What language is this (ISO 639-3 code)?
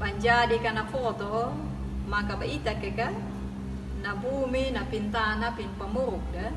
akg